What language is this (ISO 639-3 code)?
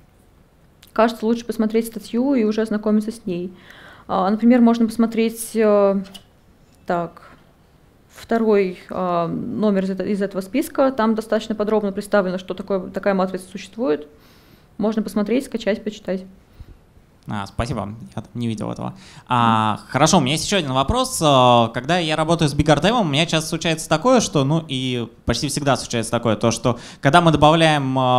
rus